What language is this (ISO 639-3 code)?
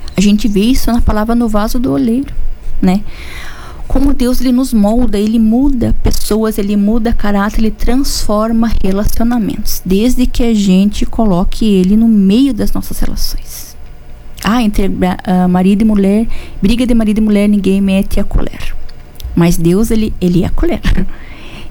por